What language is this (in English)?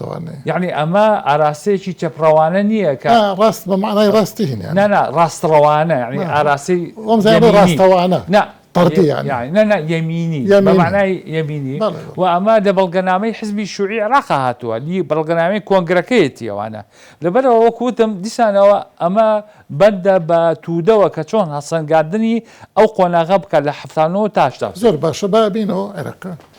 Central Kurdish